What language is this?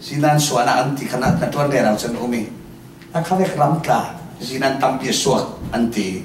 Falam Chin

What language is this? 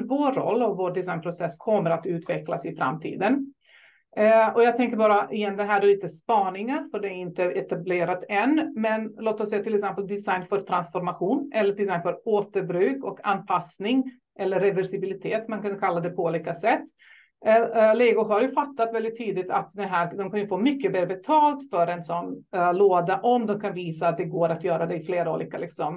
Swedish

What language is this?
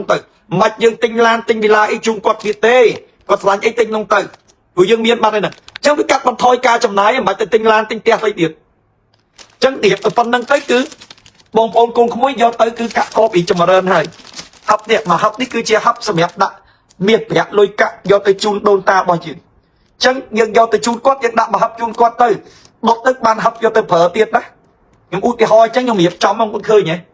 Khmer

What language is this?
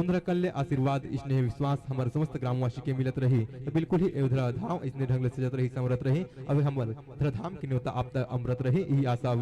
Chhattisgarhi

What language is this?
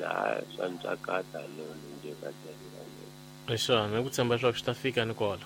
Tsonga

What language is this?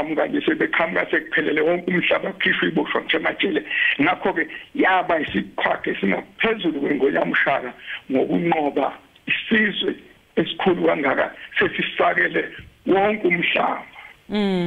Zulu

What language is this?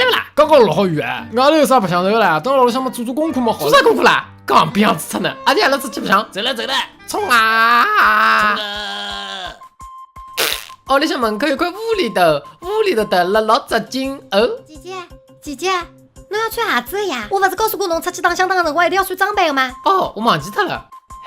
Wu Chinese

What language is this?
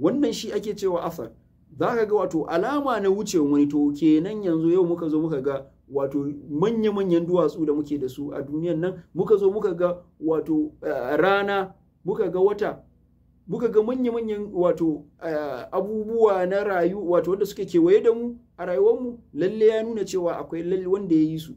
Hausa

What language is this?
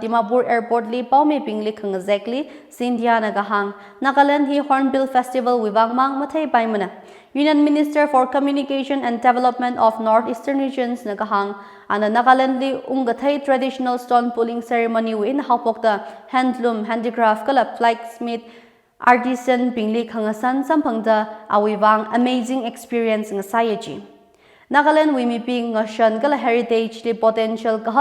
Tangkhul Naga (India)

